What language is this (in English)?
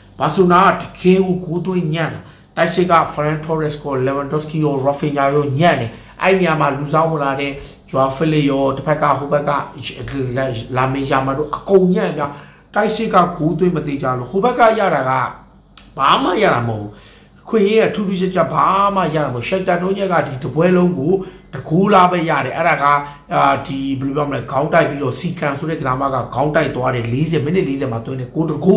Burmese